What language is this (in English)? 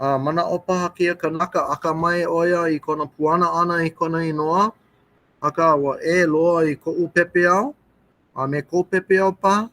Hawaiian